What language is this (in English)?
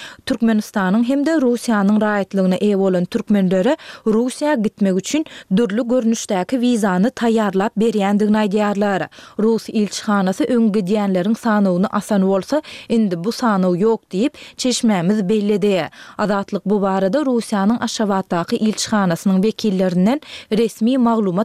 Turkmen